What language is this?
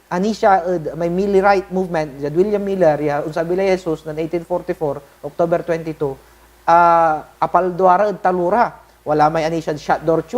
Pangasinan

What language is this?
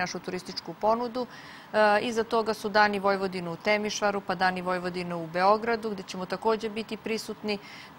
Serbian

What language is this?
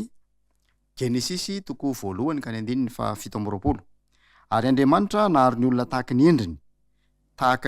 Malagasy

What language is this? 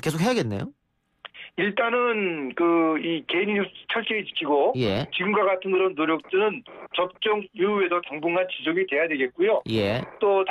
Korean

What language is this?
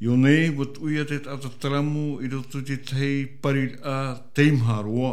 Tahitian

